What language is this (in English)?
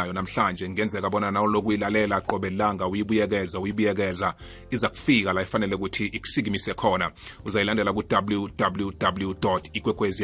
South Ndebele